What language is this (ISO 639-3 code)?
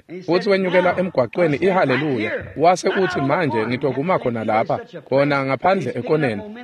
ssw